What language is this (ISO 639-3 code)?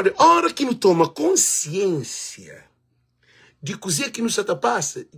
kea